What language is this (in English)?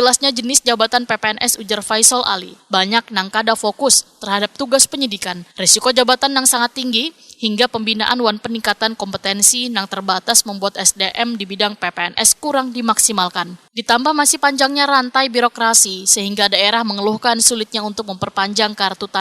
Banjar